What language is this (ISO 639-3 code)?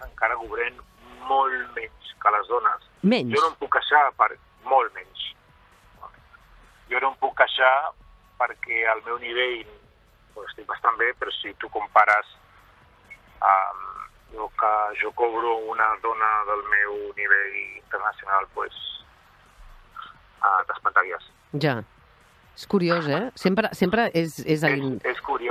cat